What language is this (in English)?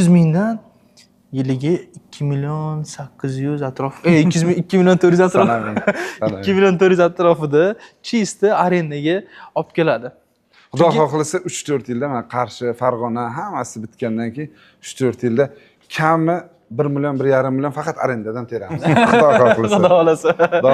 Uzbek